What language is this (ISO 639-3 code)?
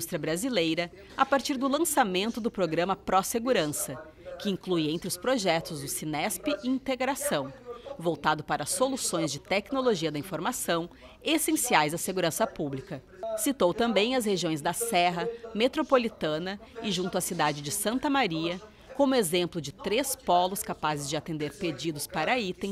por